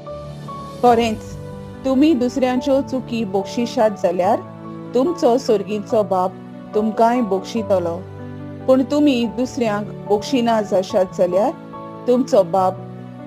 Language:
Konkani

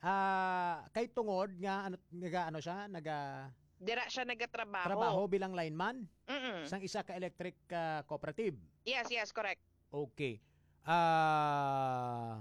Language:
Hiligaynon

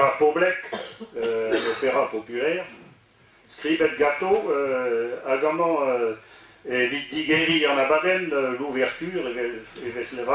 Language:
Breton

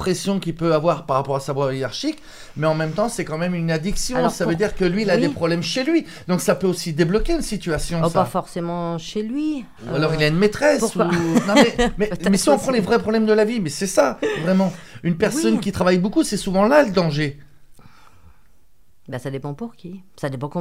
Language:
French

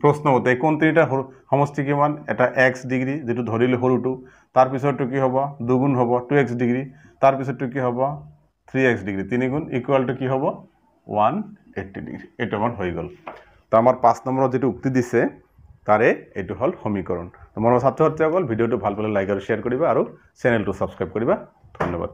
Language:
Assamese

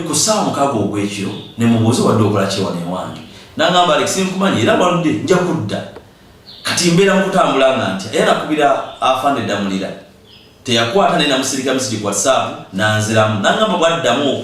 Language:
Ganda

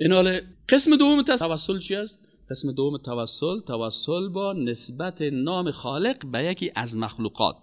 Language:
Persian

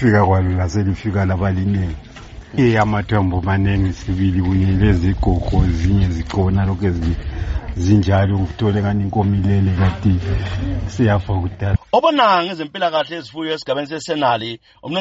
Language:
North Ndebele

